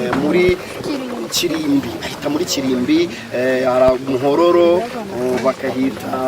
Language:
Kinyarwanda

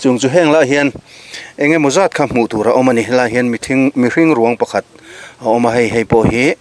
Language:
Mizo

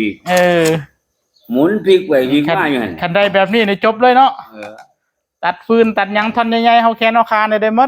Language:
Northeastern Thai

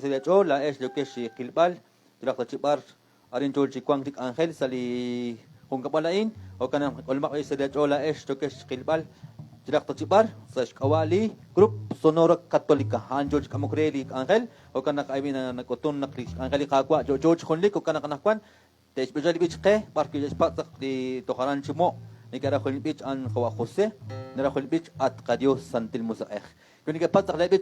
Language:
Kekchí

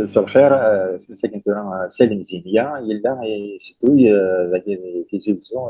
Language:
Kabyle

